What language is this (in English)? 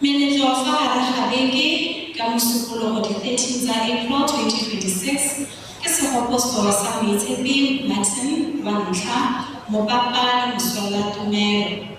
Tswana